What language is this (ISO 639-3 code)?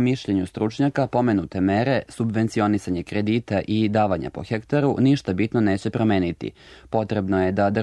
srp